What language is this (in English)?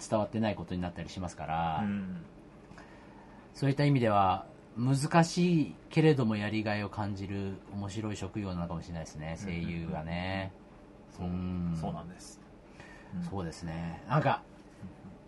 Japanese